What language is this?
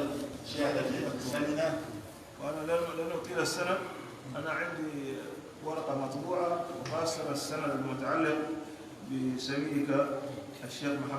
Pular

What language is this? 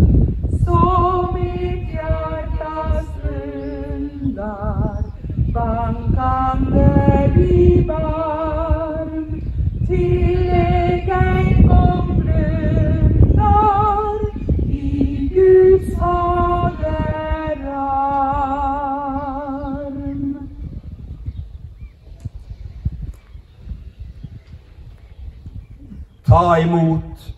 Norwegian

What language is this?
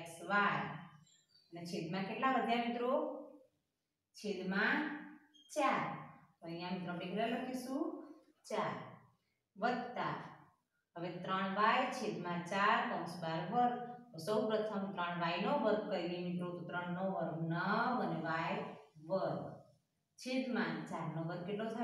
Gujarati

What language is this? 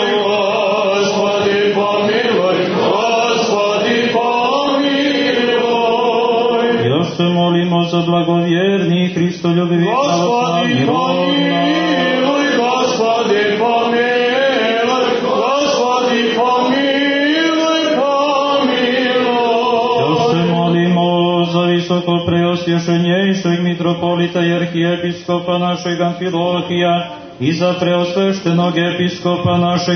Serbian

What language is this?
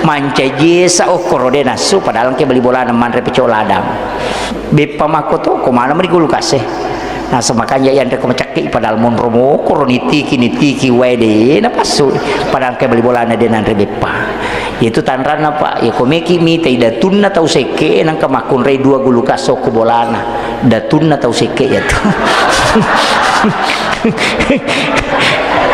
Buginese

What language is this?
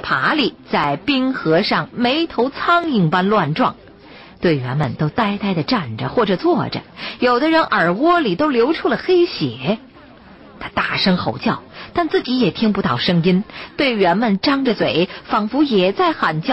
Chinese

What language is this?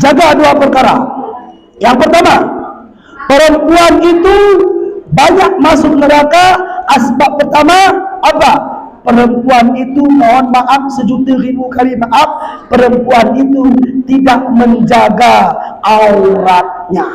Batak Alas-Kluet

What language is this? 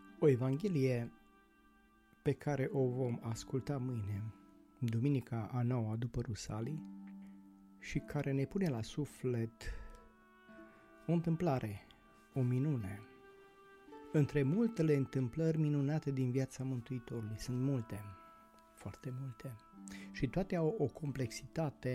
Romanian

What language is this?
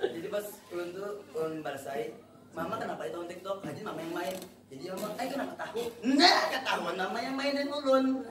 Banjar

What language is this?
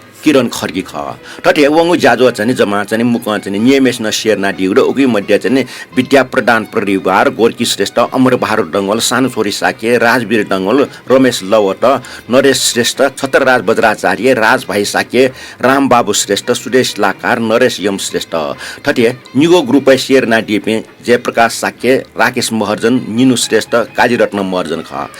Newari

